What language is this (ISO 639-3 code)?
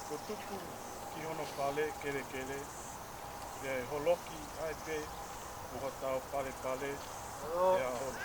ton